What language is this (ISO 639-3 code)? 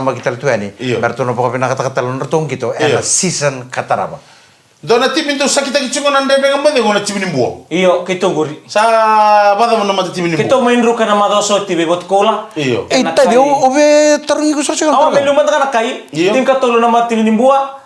fij